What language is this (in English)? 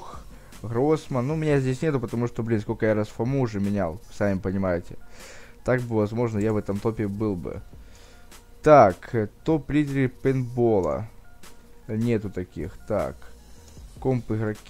Russian